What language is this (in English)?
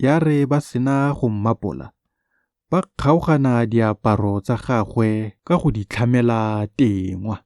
Tswana